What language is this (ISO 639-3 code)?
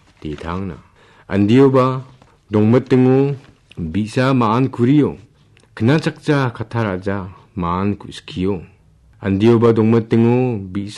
grt